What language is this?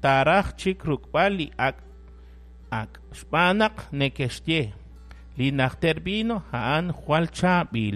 Kekchí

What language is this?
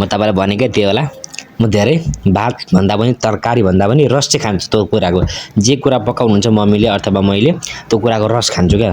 Nepali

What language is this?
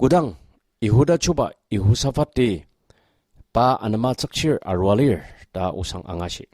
Ao Naga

